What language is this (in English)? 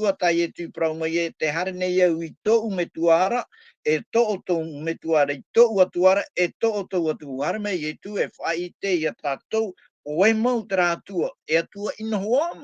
Tahitian